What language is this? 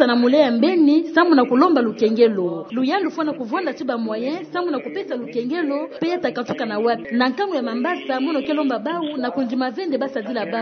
Kituba (Democratic Republic of Congo)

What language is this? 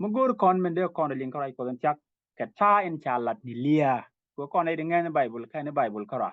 Nuer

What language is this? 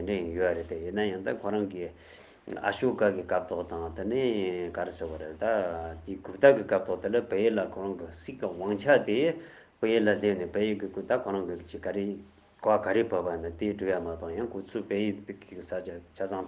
Tibetan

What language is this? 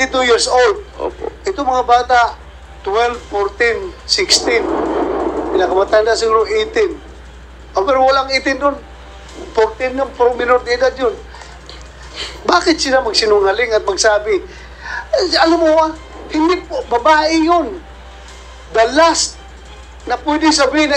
Filipino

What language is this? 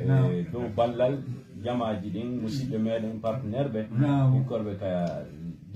Fula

